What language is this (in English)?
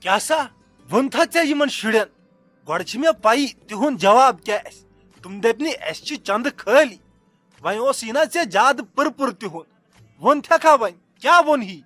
Kashmiri